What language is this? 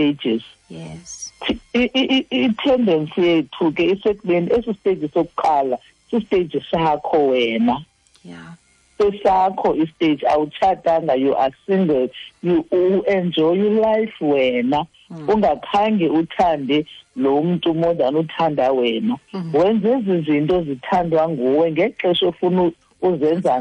Xhosa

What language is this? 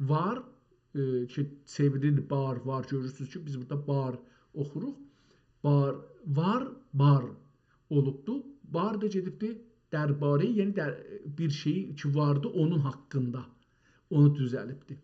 South Azerbaijani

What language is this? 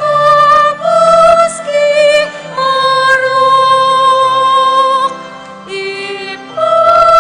Pampanga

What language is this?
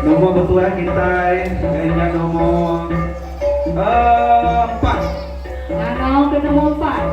Iban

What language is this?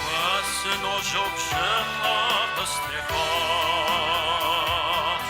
Kabardian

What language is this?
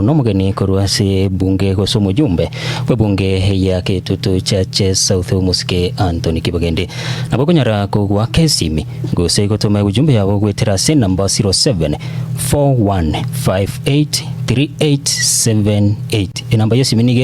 Gusii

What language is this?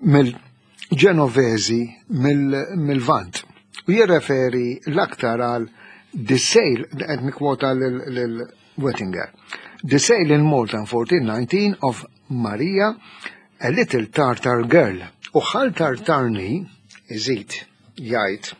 Maltese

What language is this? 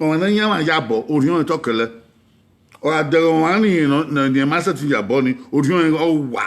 Bini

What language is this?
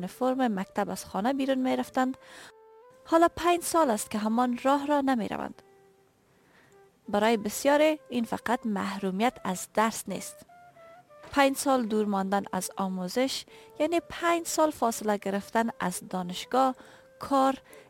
Persian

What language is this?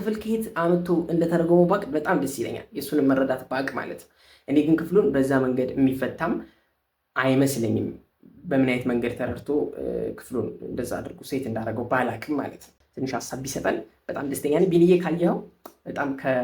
Amharic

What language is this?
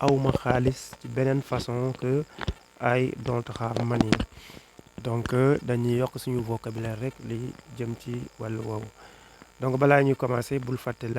Wolof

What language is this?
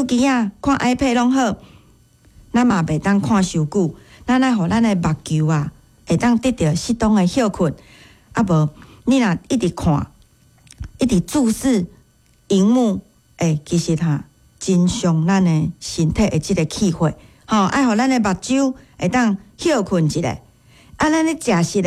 Min Nan Chinese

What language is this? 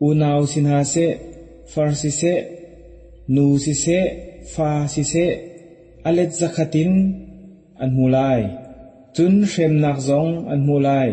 Hakha Chin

